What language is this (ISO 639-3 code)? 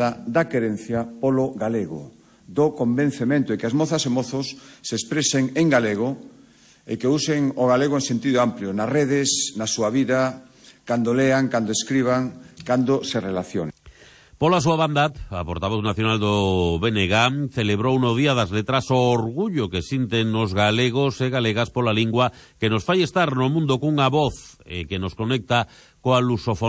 glg